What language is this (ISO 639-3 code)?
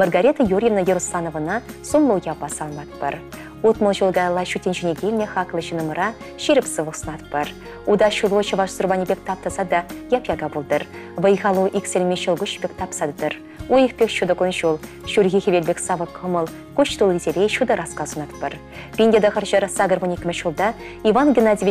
chv